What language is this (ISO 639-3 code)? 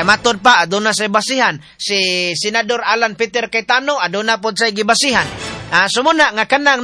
ceb